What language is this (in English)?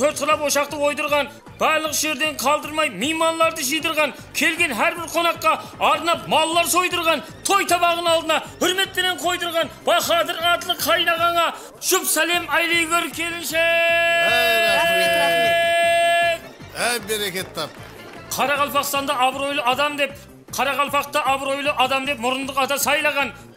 Kara-Kalpak